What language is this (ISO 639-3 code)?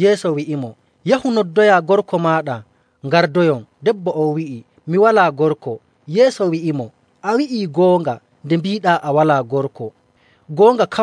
fuv